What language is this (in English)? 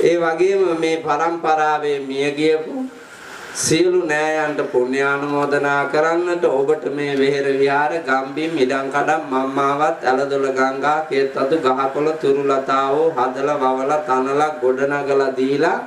Sinhala